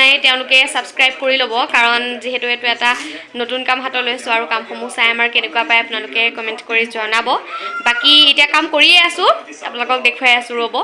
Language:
Assamese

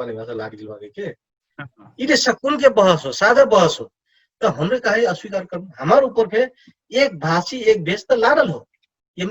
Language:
Dangaura Tharu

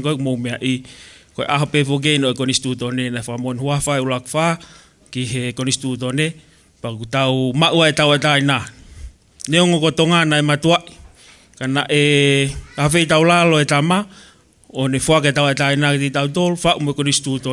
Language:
Tongan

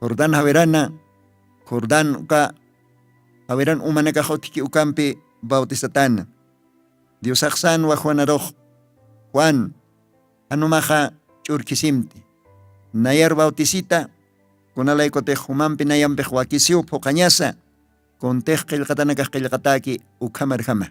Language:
Aymara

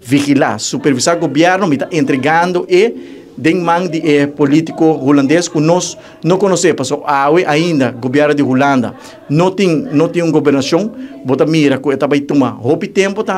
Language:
Papiamento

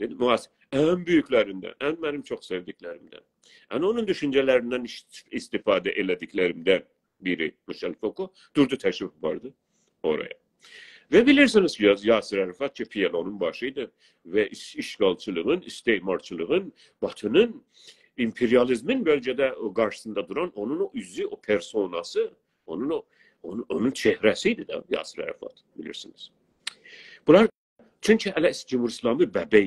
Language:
South Azerbaijani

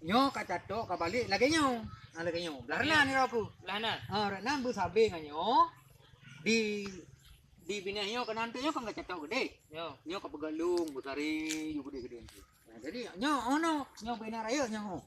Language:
Achinese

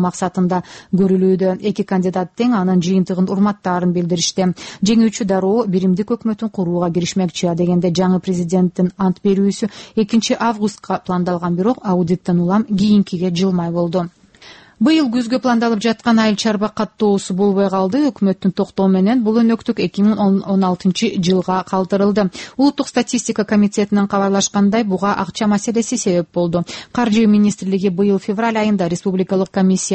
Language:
Kyrgyz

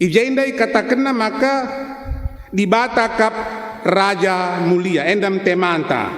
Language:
Batak Karo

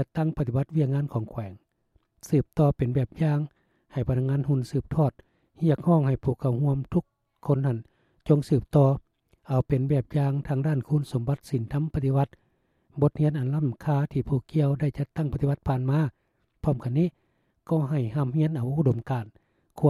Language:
Lao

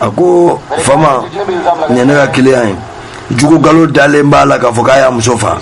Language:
Bambara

